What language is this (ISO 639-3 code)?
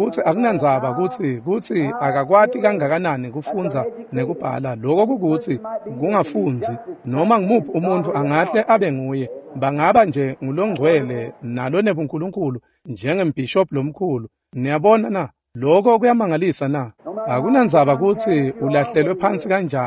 ssw